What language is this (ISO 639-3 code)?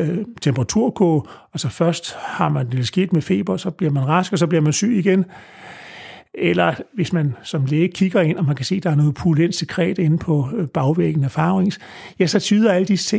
dan